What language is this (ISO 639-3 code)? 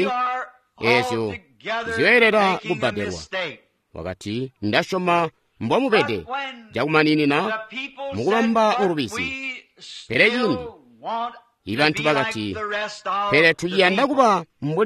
toi